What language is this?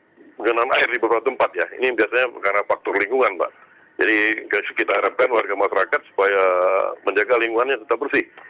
Indonesian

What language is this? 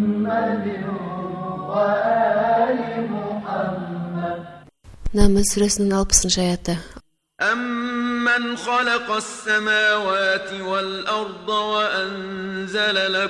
Kazakh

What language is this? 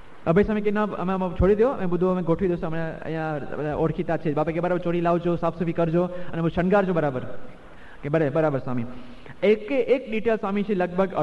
Gujarati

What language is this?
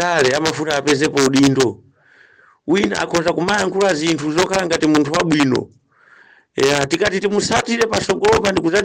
Nyanja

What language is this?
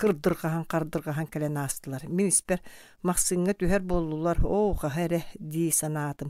Yakut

